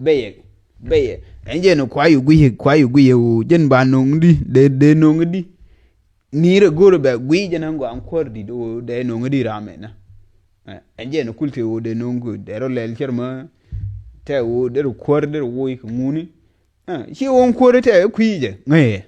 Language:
Nuer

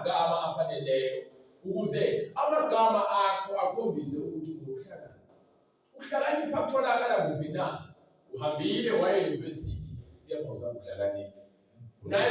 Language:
Zulu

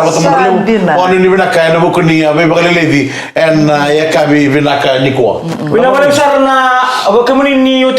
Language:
Fijian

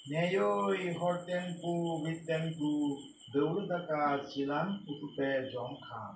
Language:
Santali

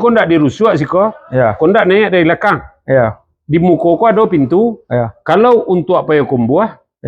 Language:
Minangkabau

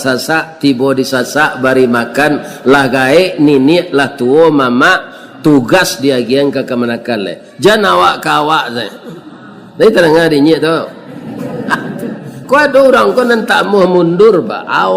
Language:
Minangkabau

